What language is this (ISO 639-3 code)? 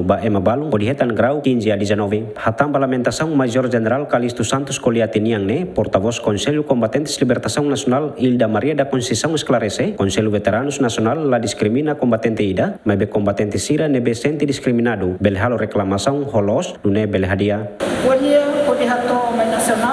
tet